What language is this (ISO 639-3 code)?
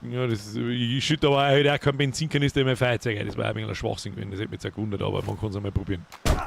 bar